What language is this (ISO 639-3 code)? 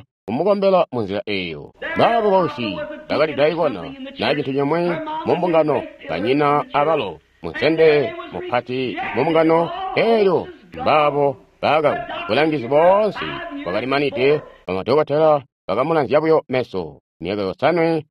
toi